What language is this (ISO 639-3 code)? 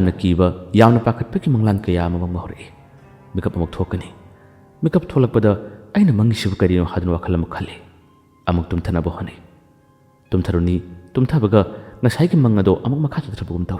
mni